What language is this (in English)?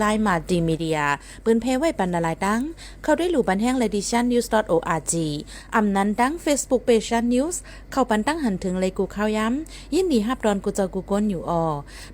Shan